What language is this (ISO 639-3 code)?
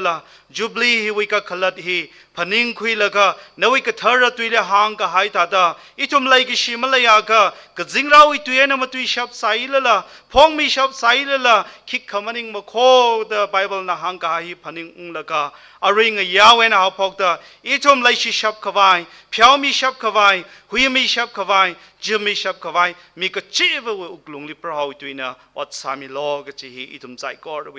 nmf